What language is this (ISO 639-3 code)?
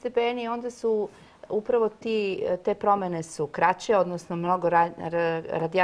srp